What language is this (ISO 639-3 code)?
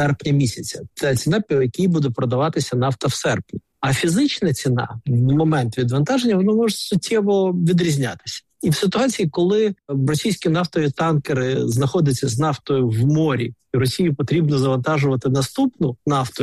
ukr